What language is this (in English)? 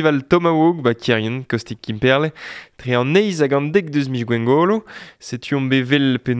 Breton